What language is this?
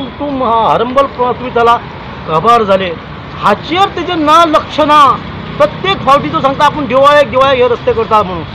Konkani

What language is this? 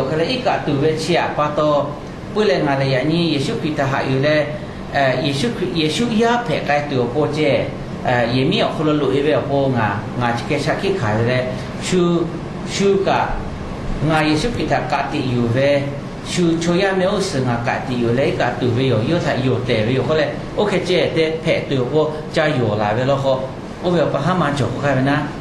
Lahu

